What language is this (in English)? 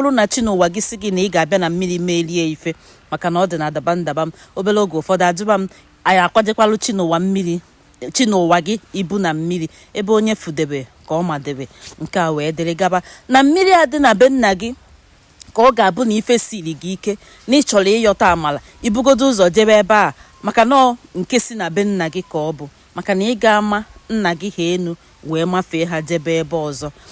Igbo